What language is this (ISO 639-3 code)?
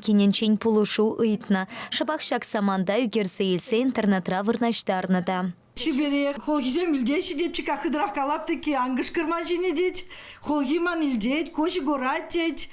chv